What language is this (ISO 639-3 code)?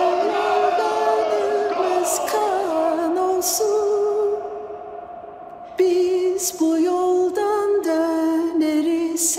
tur